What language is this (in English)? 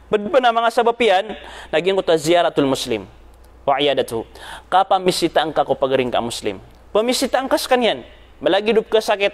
Maranao